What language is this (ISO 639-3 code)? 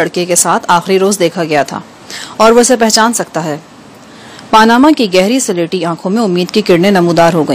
urd